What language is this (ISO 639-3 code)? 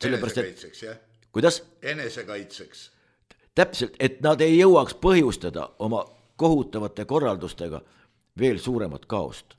est